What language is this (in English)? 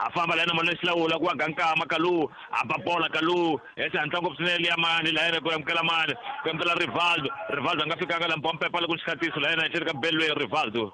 Tsonga